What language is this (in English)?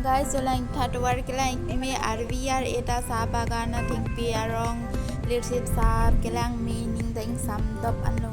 Karbi